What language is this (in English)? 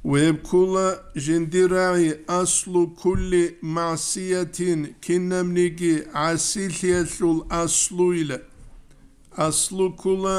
Avaric